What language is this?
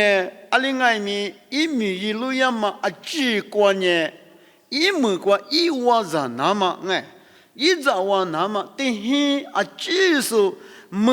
Lisu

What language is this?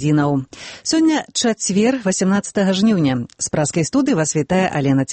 Belarusian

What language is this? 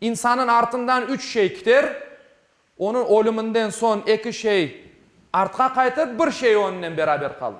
Crimean Tatar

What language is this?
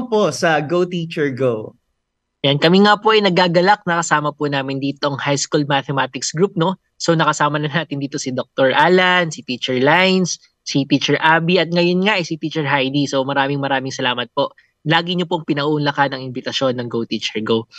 Filipino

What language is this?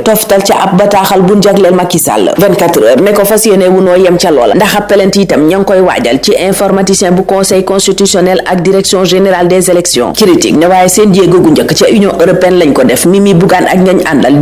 Wolof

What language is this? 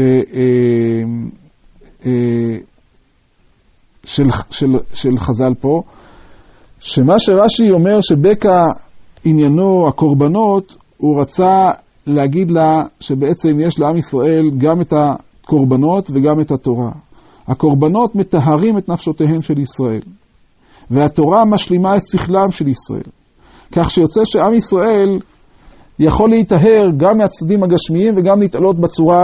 Hebrew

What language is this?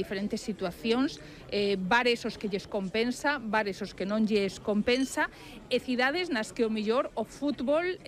Galician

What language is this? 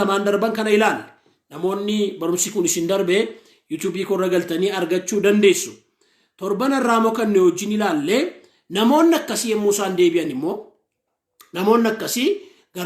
Oromo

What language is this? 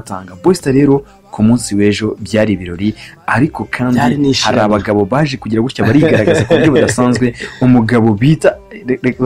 Kinyarwanda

